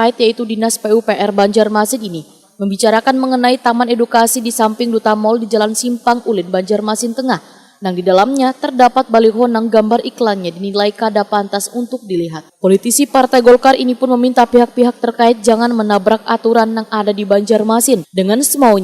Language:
Banjar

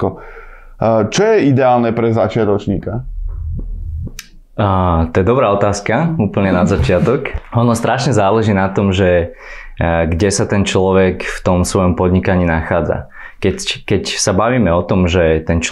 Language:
Slovak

